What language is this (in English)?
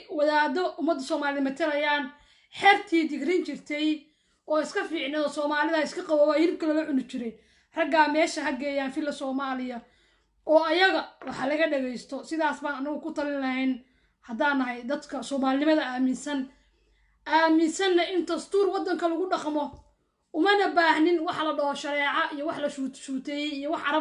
Somali